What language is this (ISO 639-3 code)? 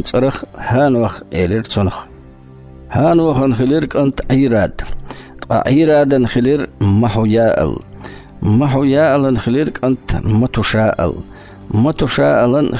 che